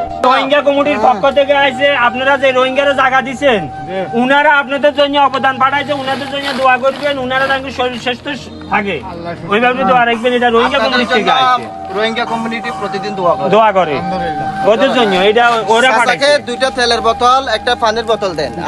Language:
Rohingya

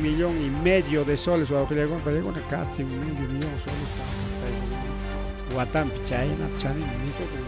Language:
Ayacucho Quechua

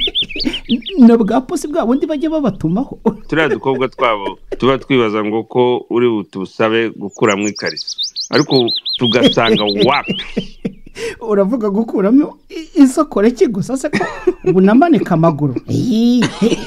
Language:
Kinyarwanda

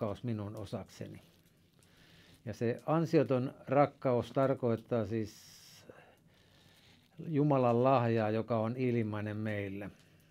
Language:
Finnish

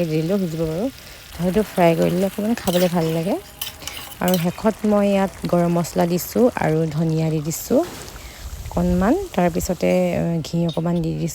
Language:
Assamese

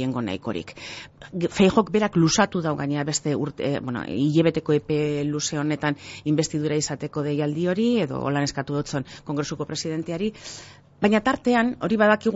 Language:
Basque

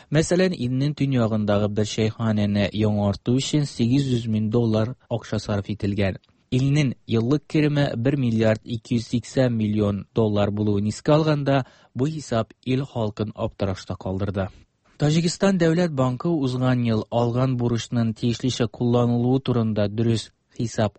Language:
Tatar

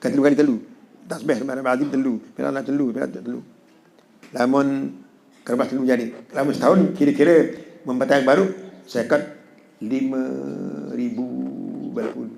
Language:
Sasak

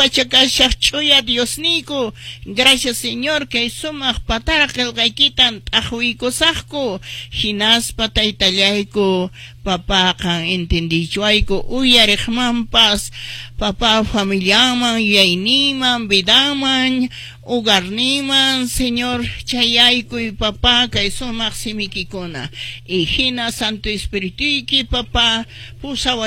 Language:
Quechua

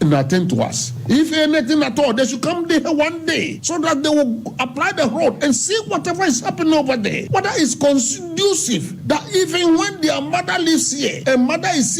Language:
Akan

